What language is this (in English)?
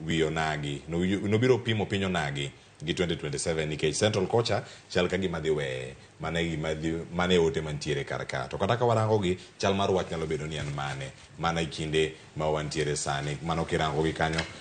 Luo (Kenya and Tanzania)